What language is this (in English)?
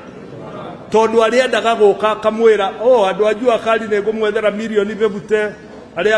Kikuyu